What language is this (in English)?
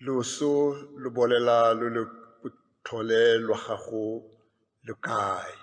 Tswana